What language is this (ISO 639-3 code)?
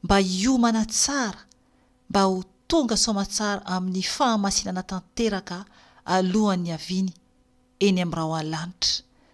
mlg